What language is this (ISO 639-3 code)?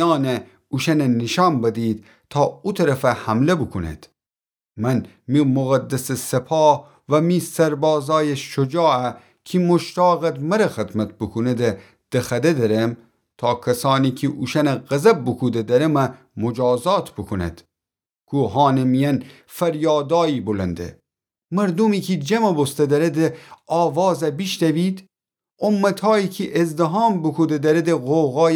glk